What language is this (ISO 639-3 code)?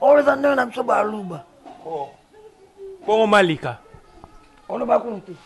lin